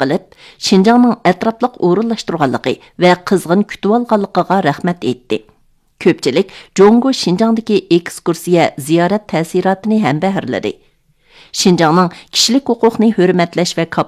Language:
Uyghur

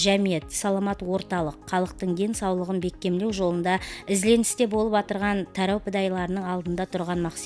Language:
Kara-Kalpak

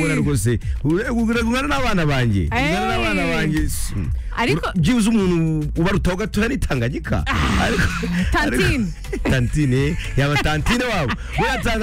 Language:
Kinyarwanda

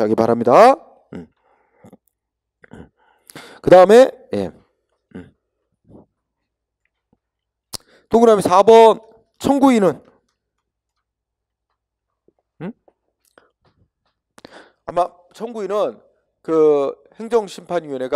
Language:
Korean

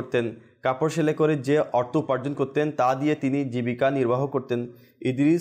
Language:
Bangla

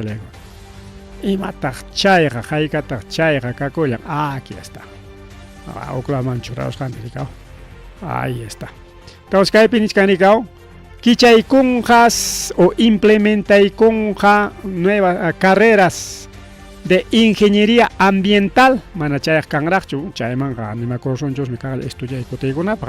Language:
Ayacucho Quechua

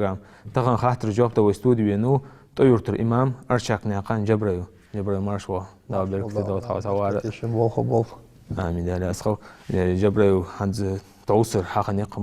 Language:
Ingush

